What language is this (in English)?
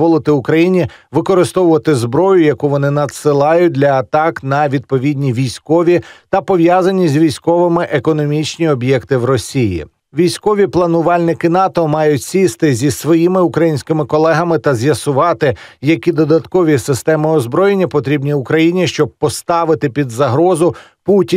Ukrainian